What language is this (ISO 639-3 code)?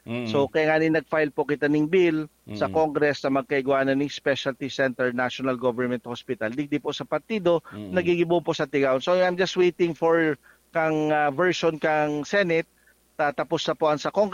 bik